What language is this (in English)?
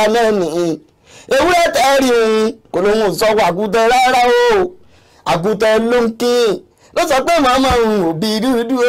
Yoruba